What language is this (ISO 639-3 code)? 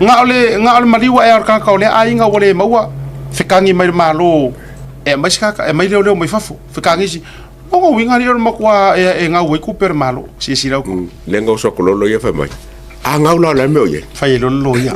smo